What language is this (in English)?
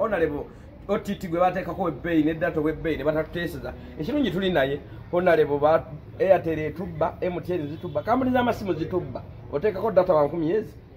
Ganda